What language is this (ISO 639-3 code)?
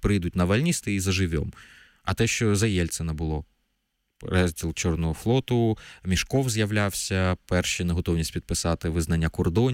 ukr